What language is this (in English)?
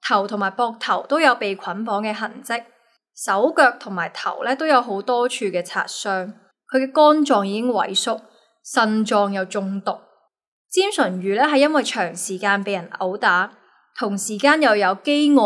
Cantonese